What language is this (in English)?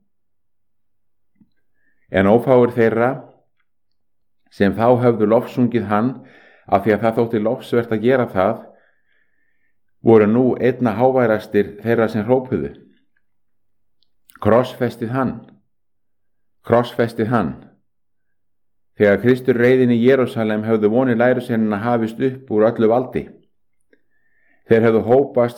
Icelandic